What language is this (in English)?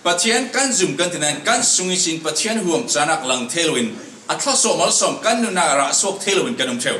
Falam Chin